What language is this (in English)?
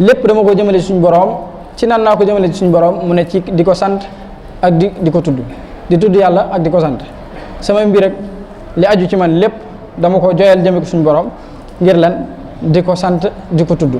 Wolof